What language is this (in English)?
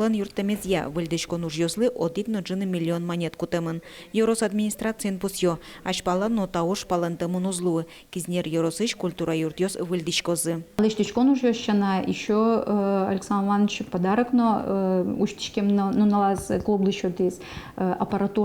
Udmurt